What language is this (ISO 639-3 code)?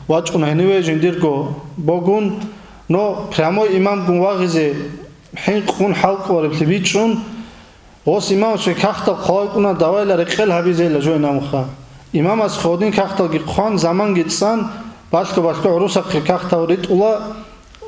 ava